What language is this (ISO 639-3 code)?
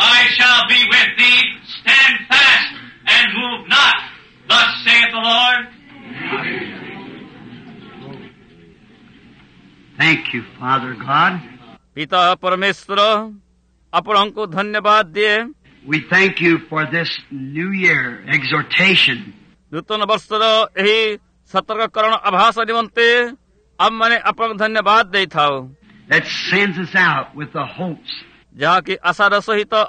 ori